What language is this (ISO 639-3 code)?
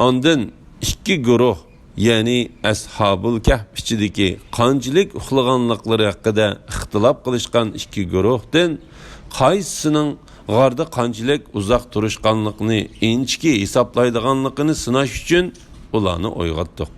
uig